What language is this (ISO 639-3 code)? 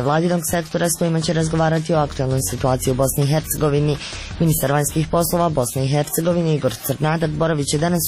hrv